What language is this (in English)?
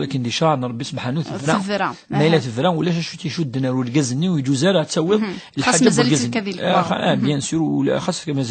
Kabyle